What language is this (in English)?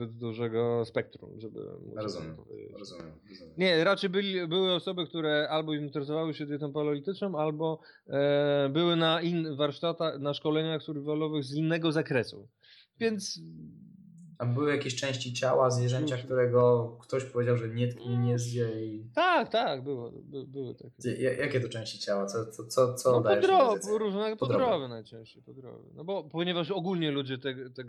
Polish